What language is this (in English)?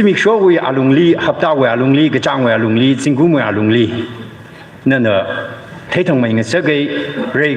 Tangkhul Naga (India)